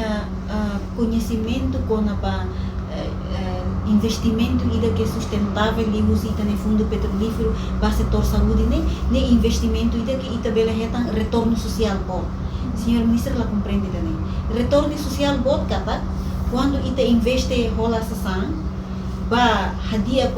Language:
Tetum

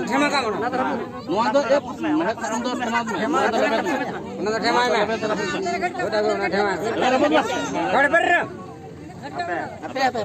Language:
Santali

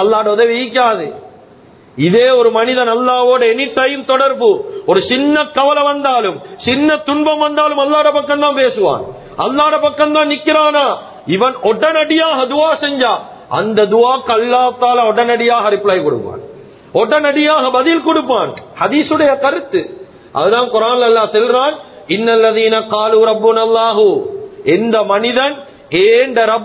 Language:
Tamil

